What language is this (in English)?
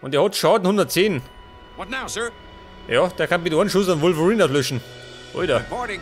Bavarian